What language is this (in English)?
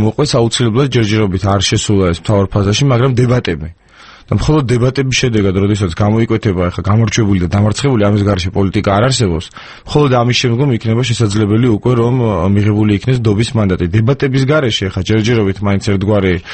Georgian